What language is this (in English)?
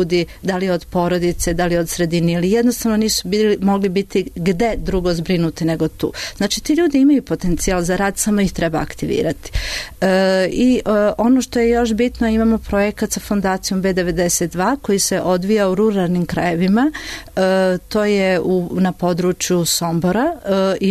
Serbian